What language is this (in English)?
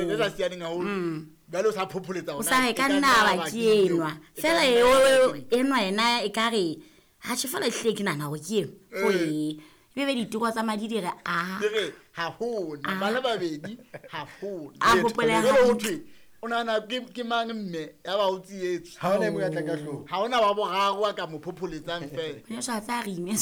Southern Sotho